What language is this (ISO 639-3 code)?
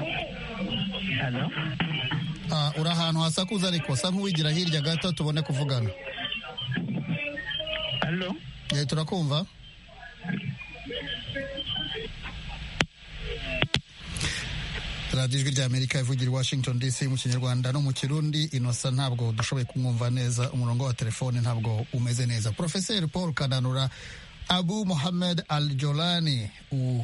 kin